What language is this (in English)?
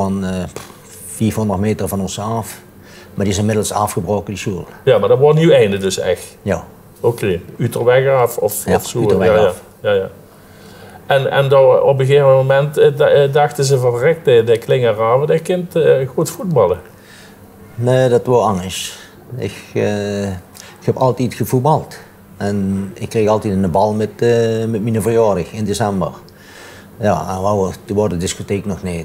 Limburgish